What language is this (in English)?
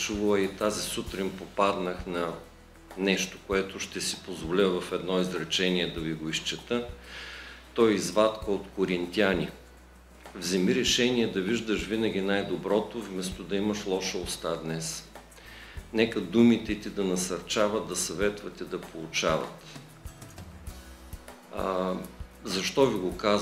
Bulgarian